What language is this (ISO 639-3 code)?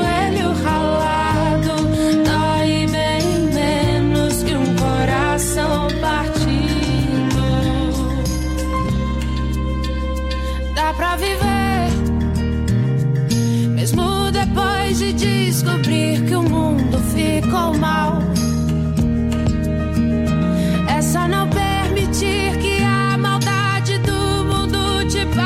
por